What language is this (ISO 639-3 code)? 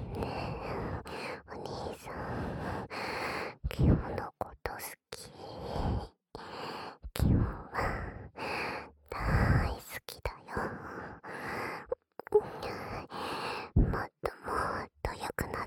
jpn